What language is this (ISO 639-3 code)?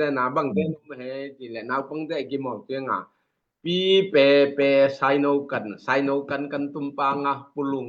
ctd